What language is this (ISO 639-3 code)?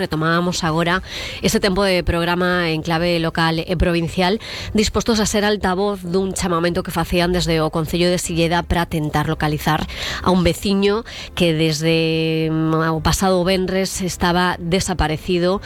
glg